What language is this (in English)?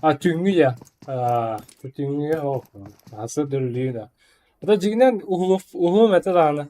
Yakut